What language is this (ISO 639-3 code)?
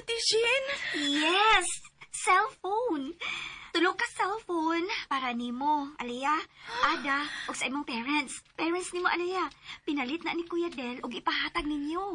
ceb